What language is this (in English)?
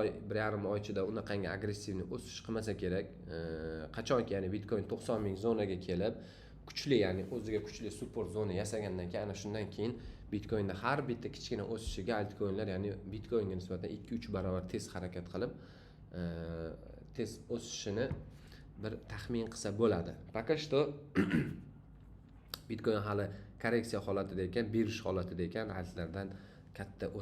Uzbek